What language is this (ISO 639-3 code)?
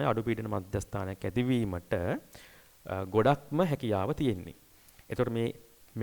sin